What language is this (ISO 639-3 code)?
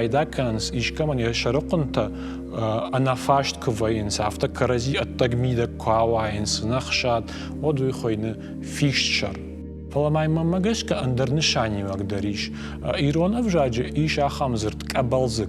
oss